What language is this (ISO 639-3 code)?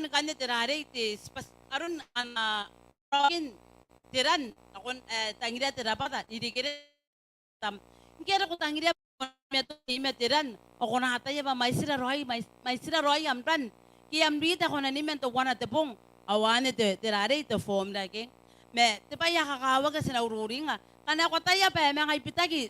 gil